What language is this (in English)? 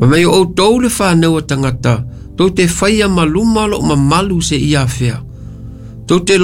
Samoan